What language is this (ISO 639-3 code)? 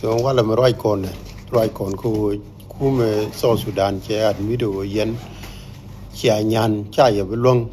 nus